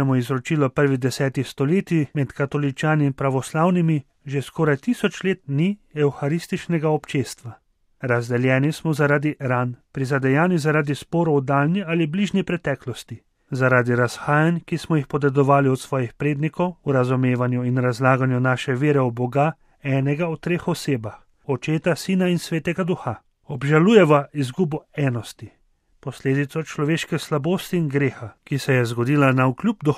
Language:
Slovenian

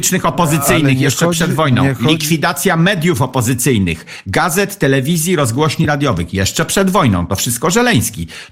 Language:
Polish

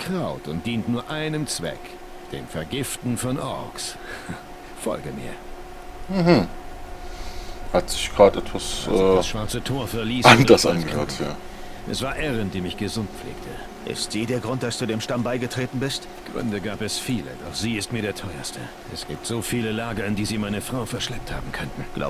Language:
German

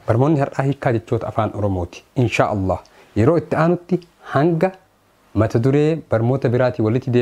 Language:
Oromo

